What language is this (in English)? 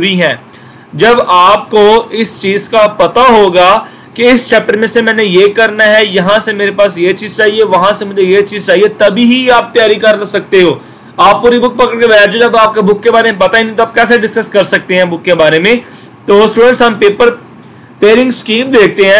Hindi